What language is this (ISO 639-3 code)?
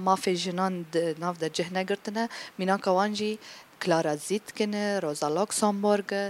kur